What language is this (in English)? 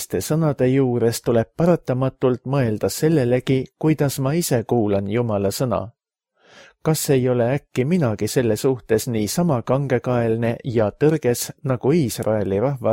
Estonian